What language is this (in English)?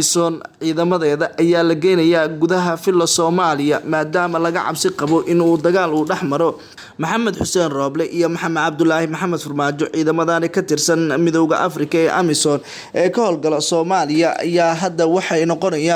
Somali